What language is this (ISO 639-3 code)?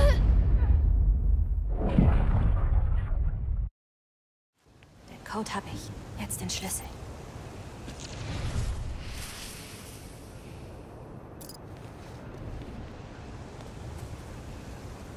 deu